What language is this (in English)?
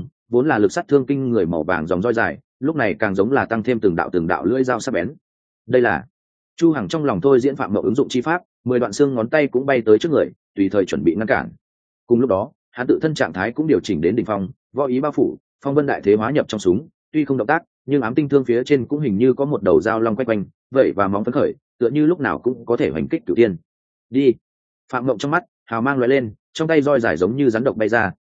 Vietnamese